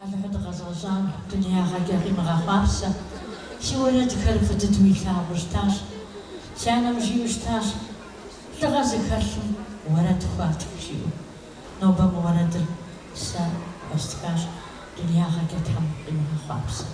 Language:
Kabardian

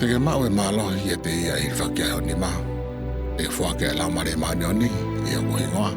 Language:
Tongan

